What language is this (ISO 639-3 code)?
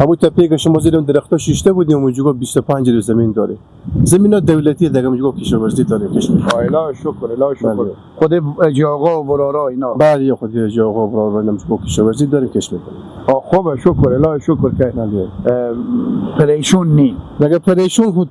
fas